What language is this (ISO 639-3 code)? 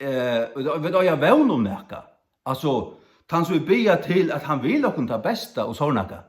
fao